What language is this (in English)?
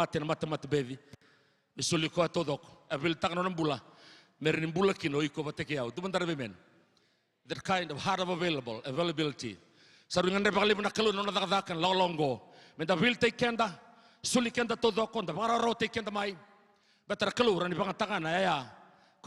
Fijian